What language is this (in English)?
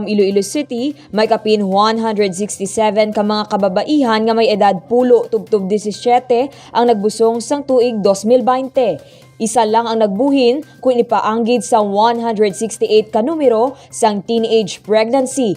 Hiligaynon